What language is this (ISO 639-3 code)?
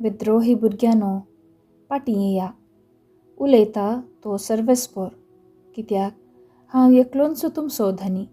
kok